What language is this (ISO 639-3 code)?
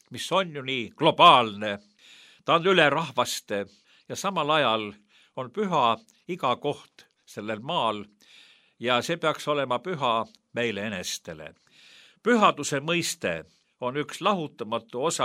est